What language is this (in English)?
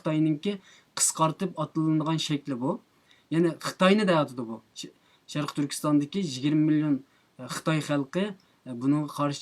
Uyghur